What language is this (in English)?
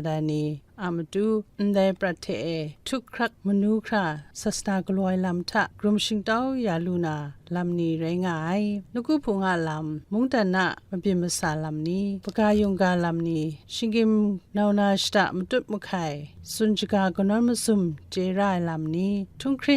Kachin